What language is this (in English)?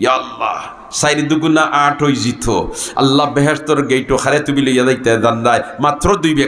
Sylheti